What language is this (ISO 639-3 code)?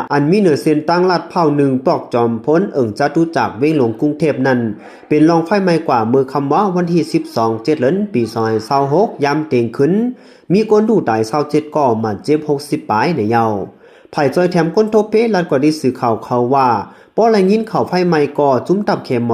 shn